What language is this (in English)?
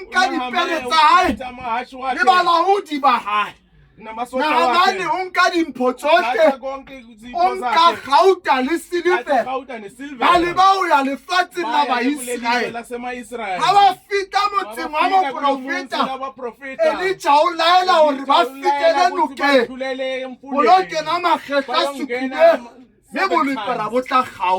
Southern Sotho